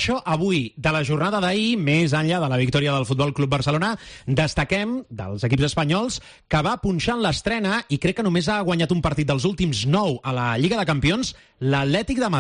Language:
Catalan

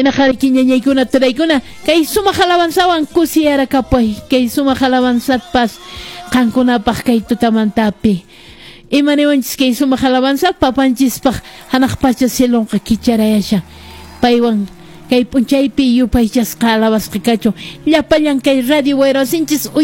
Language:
Quechua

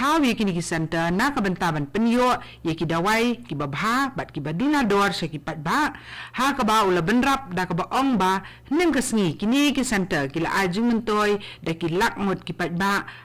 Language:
Khasi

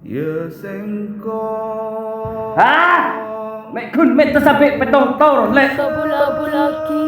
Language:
Madurese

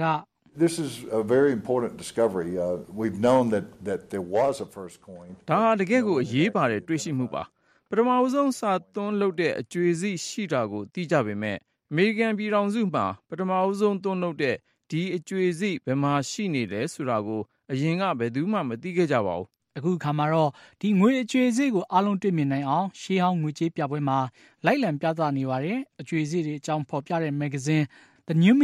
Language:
Burmese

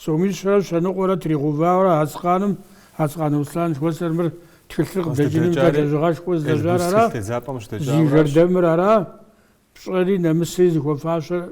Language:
Kabardian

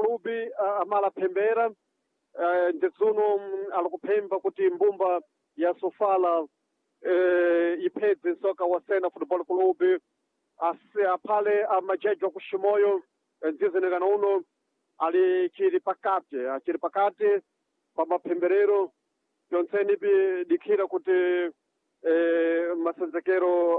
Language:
Sena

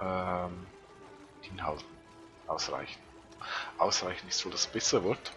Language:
Swiss German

